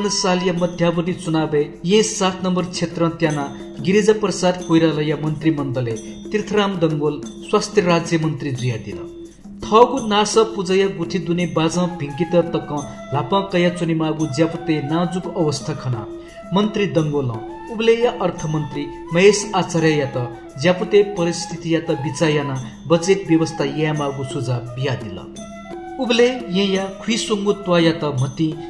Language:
Newari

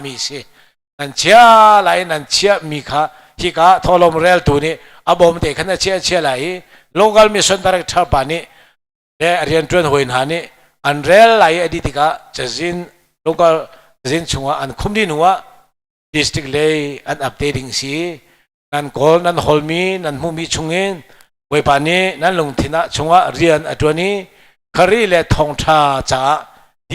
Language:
Hakha Chin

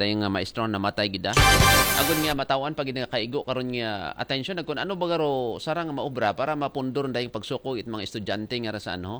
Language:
Aklanon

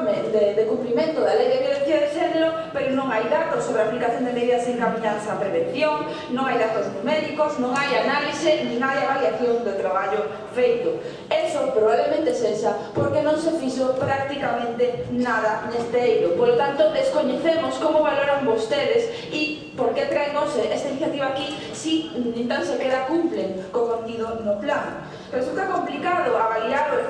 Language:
Galician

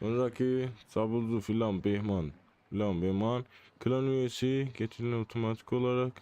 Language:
South Azerbaijani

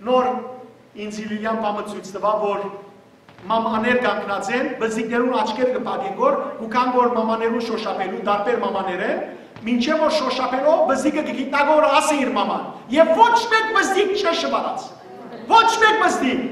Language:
Western Armenian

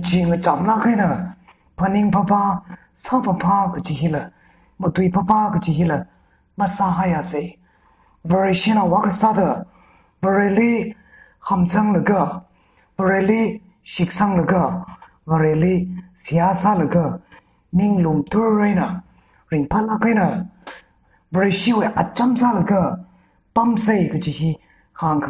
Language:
Tangkhul Naga (India)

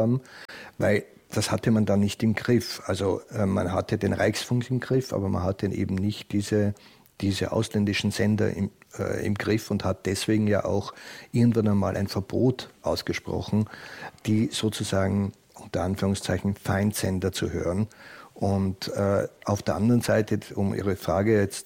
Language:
German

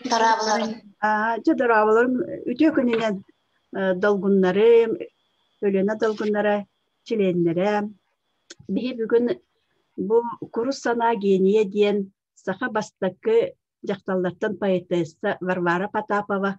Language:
Yakut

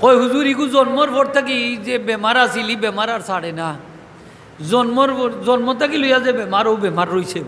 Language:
Sylheti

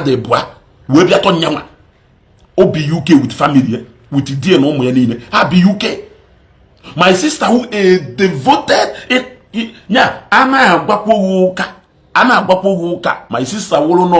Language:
Igbo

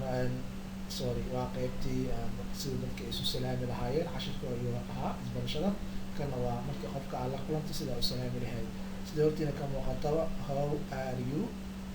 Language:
Somali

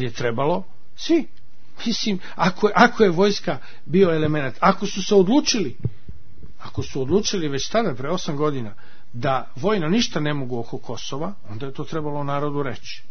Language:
Serbian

